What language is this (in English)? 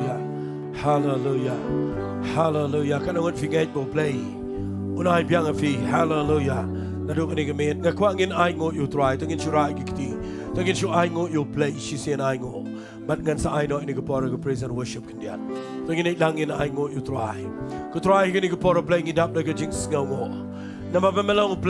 Khasi